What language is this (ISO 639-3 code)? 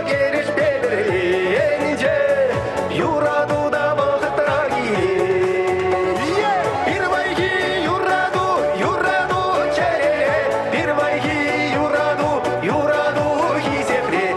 chv